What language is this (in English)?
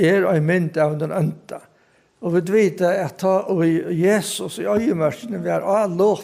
Faroese